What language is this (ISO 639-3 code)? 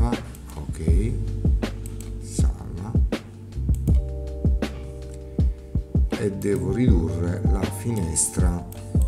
ita